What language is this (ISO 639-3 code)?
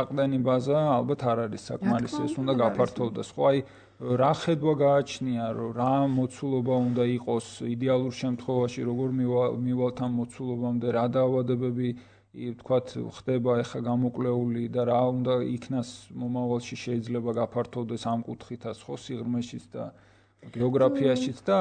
kat